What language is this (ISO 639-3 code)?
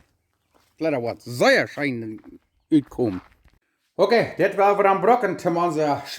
pdt